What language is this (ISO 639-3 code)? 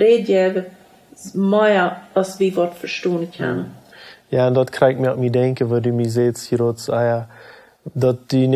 pdt